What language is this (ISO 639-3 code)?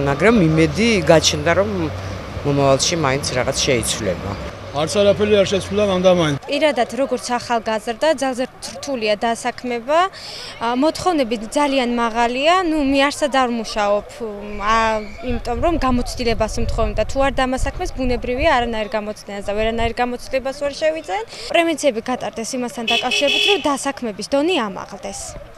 kat